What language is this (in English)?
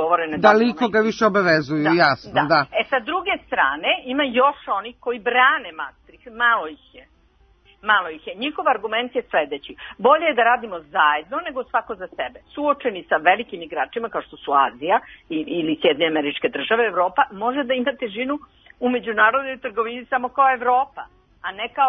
Serbian